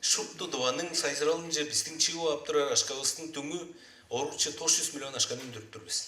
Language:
Tuvinian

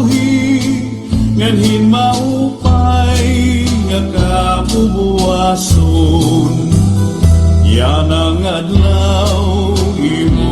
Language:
Waray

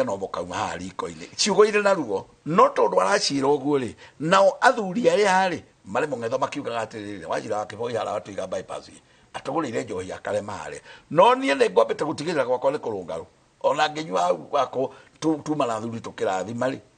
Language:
Kikuyu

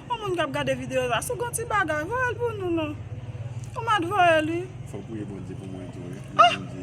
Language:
Haitian Creole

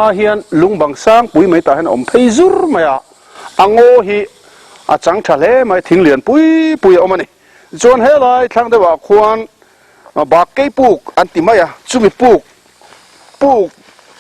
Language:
Mizo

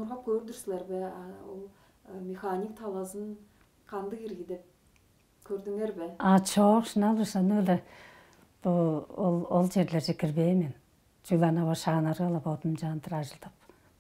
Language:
Tuvinian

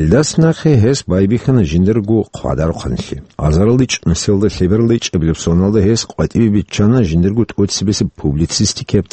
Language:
Avaric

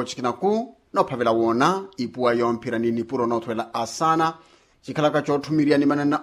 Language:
Makhuwa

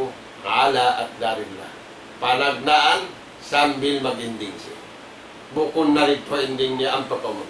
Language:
Tausug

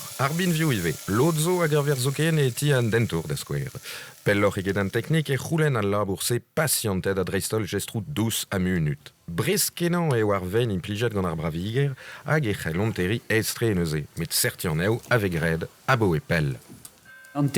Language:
Breton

